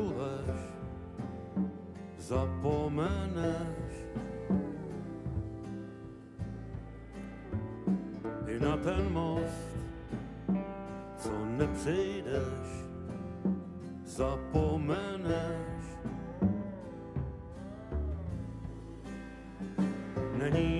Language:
Czech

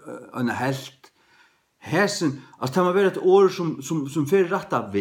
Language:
Faroese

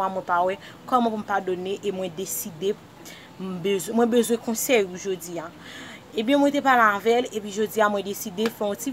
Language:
Haitian Creole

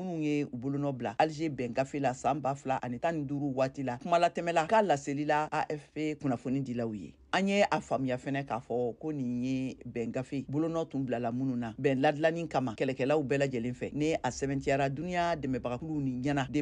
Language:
Bambara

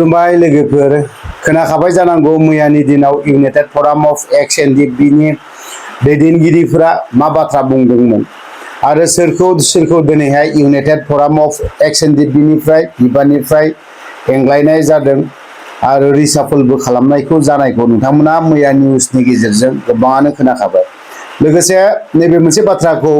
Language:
Bodo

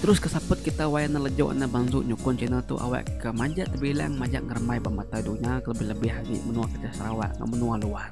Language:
Iban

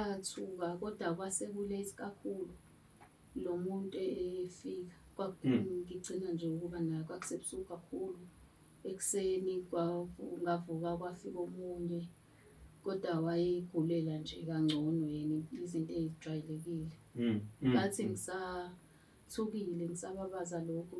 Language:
Zulu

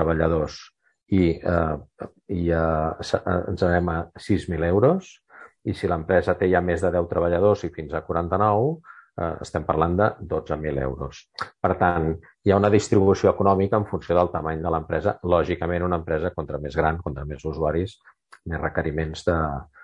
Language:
Catalan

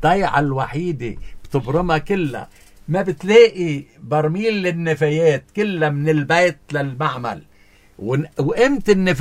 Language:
North Levantine Arabic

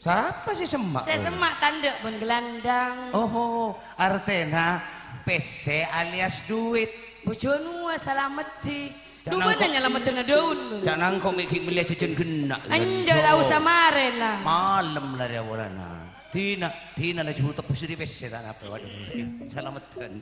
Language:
Madurese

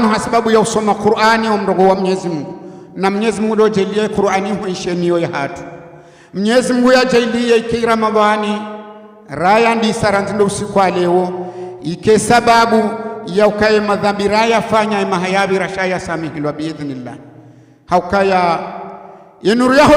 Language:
Ngazidja Comorian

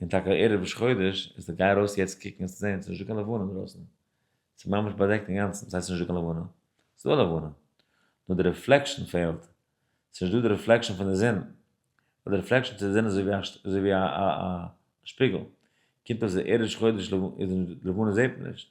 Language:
Yiddish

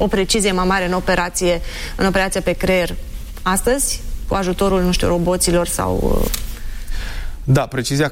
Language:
Romanian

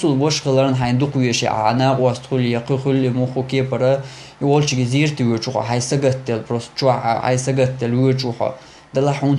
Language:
Chechen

